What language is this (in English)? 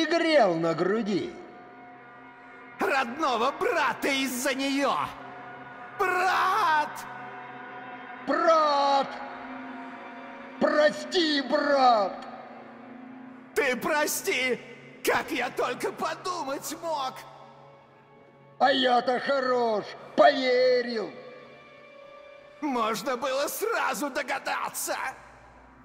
Russian